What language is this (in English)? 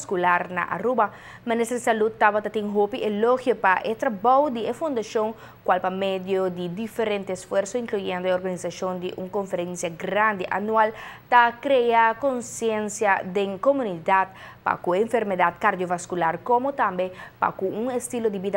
Papiamento